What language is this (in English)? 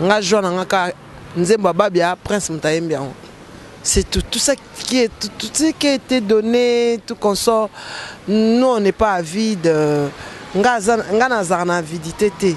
Lingala